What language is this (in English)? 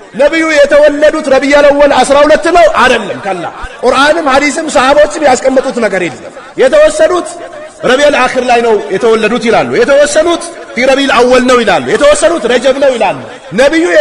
Amharic